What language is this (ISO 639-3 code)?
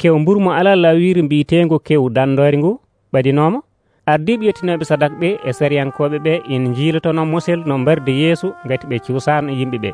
fuv